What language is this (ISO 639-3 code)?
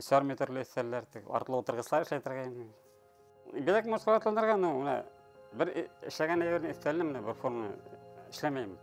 bak